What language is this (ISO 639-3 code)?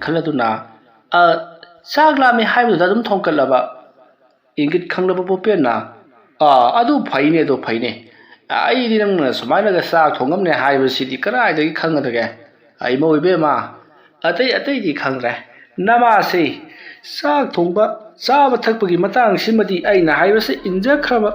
mni